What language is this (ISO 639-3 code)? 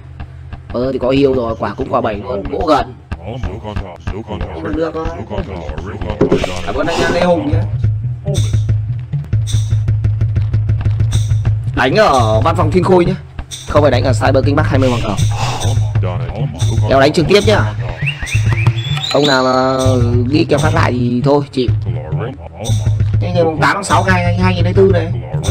vie